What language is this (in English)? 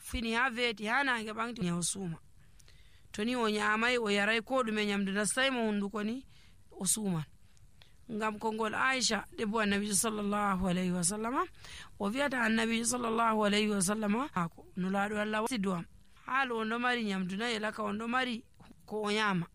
Nigerian Fulfulde